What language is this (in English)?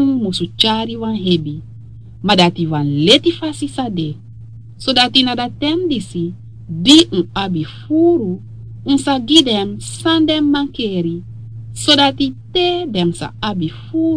Sranan Tongo